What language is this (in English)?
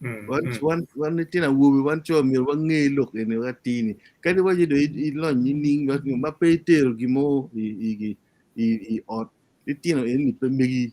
Acoli